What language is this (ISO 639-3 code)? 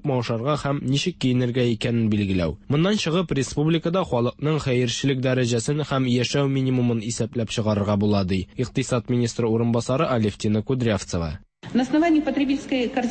tat